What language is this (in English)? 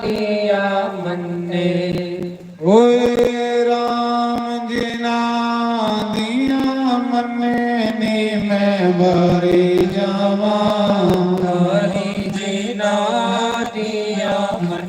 Dogri